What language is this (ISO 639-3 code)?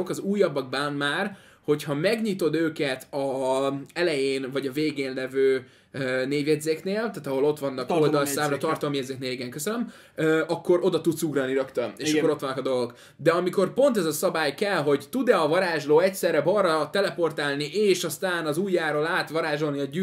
hun